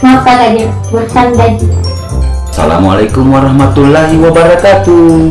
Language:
Makassar Malay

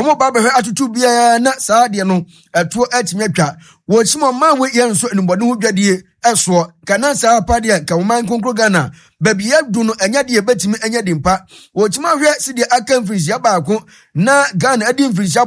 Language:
Akan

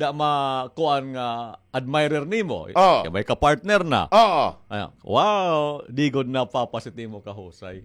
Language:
Waray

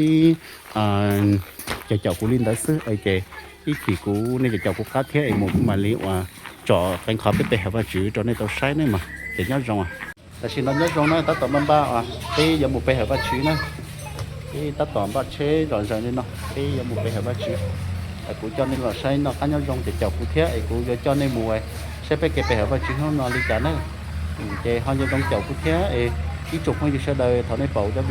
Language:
Hmong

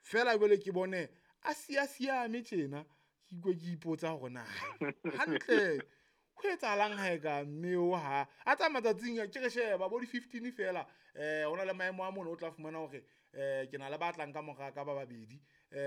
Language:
Southern Sotho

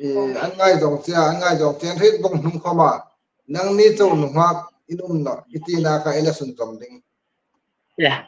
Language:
Hmar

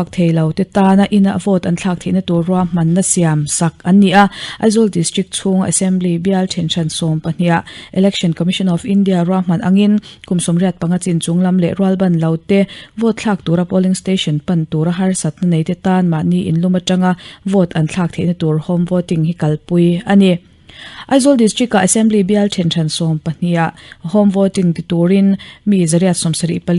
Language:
Mizo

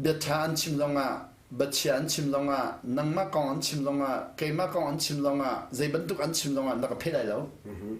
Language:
Hakha Chin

